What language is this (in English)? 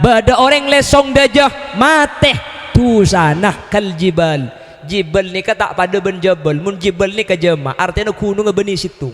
Madurese